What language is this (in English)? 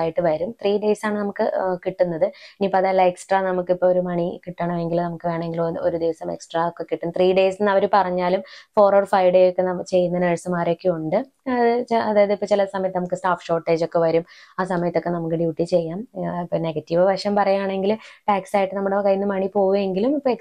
Malayalam